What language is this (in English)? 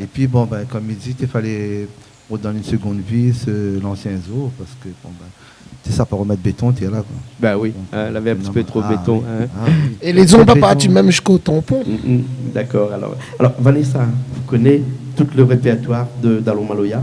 Réunion Creole French